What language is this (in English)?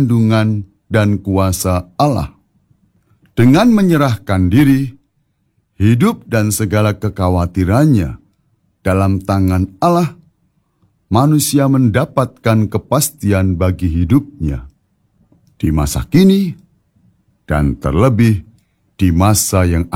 Indonesian